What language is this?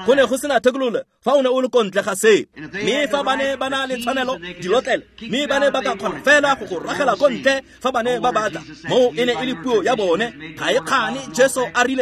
Tswana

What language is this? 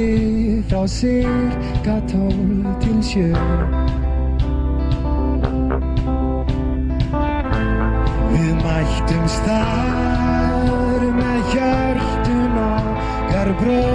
Icelandic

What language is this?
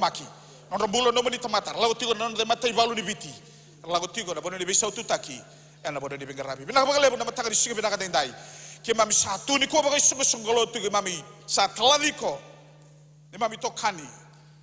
Fijian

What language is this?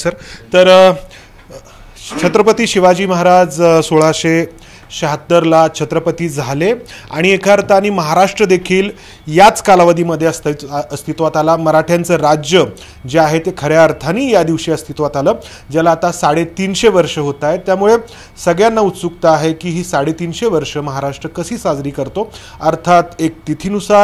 Marathi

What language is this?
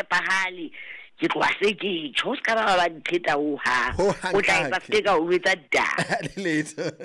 Southern Sotho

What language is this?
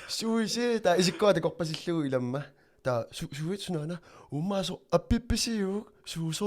Kalaallisut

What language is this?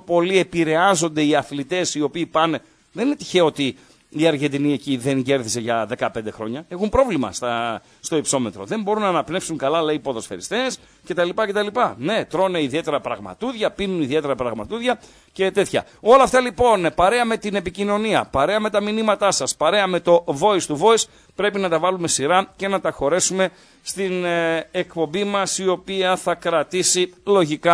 Greek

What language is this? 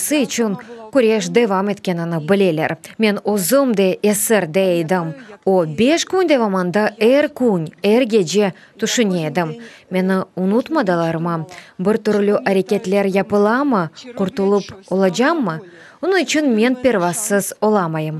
Crimean Tatar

